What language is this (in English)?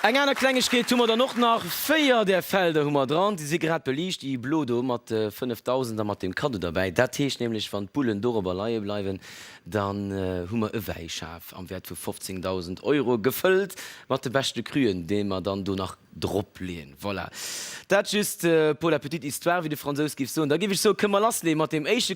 Luxembourgish